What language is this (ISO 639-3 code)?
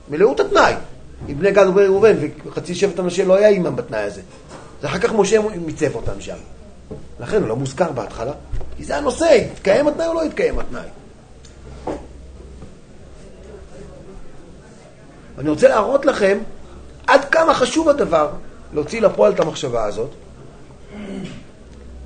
heb